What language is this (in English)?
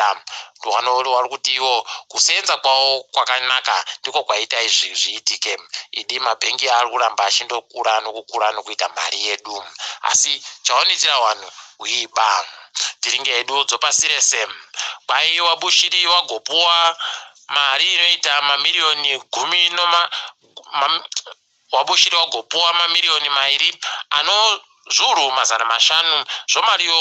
Ndau